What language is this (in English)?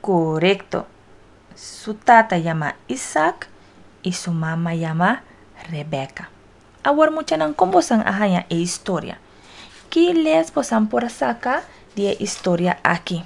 Papiamento